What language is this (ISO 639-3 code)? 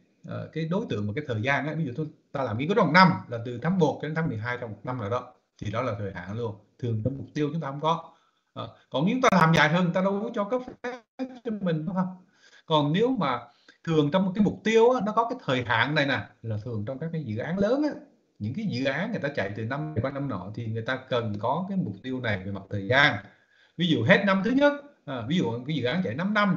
vie